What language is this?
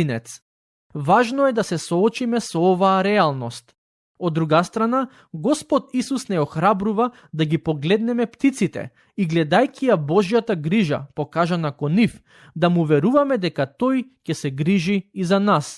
Macedonian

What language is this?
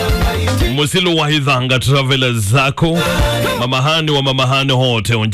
Swahili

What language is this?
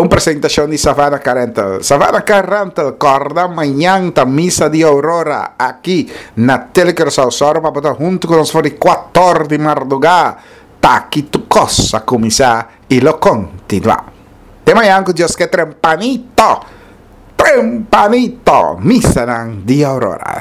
Papiamento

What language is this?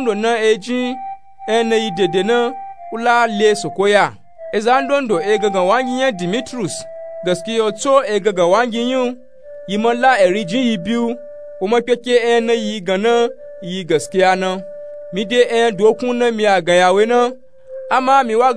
Nupe-Nupe-Tako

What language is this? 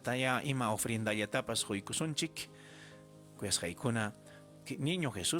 Ayacucho Quechua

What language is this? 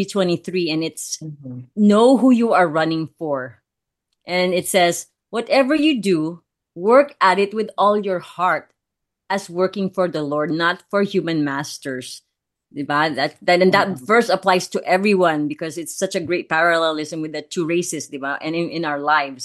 Filipino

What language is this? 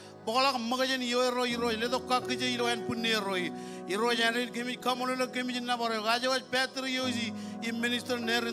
Marshallese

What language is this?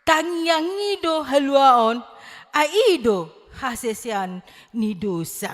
Batak Toba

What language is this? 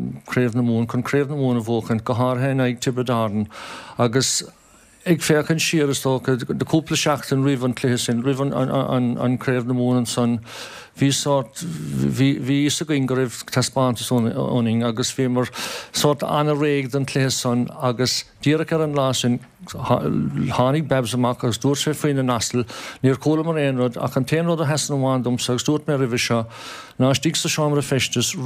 Irish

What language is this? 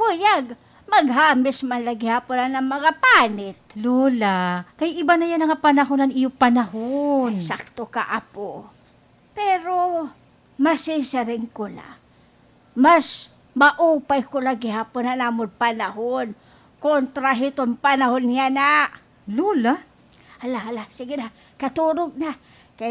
Waray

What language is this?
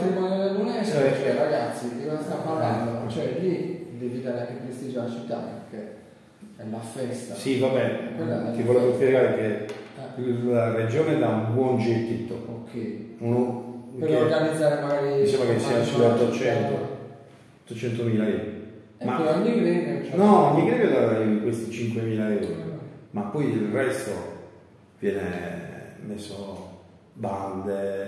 Italian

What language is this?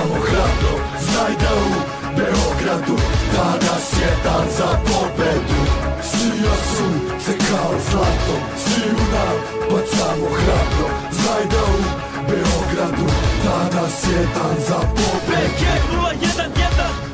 Serbian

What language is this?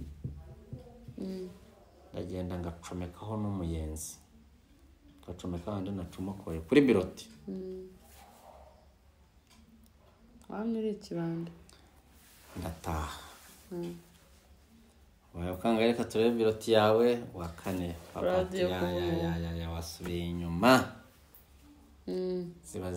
Kinyarwanda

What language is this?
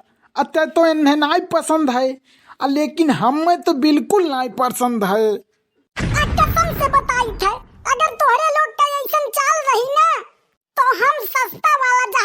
Awadhi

